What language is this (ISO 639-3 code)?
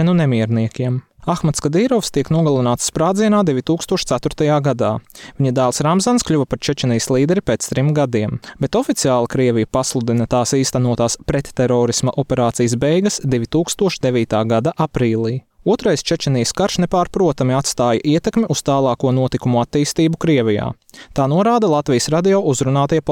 lav